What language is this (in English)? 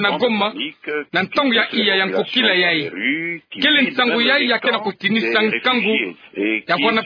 Kituba (Democratic Republic of Congo)